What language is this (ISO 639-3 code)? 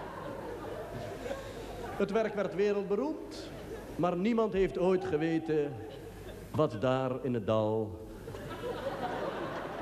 nld